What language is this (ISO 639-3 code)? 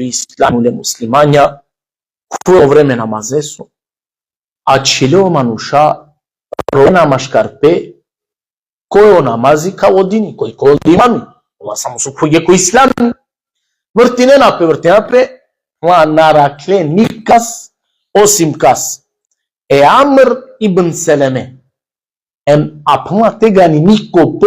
rmn